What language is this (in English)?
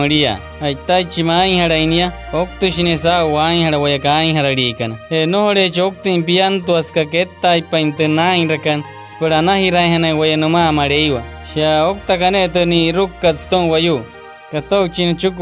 Wayuu